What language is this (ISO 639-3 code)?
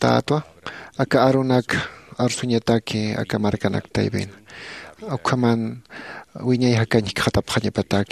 aym